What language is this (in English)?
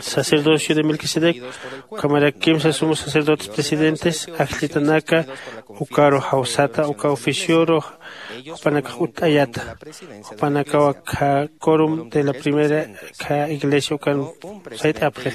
Aymara